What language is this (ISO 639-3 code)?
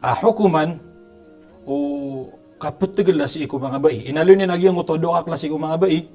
mrw